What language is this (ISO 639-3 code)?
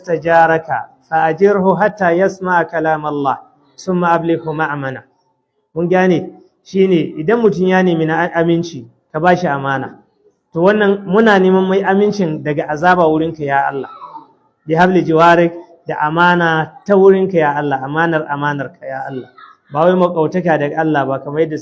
hau